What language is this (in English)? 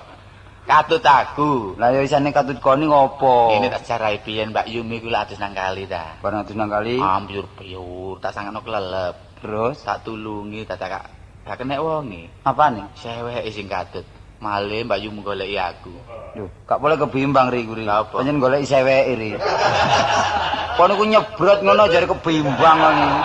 Javanese